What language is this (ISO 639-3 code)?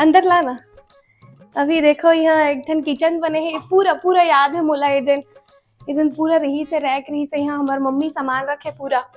hne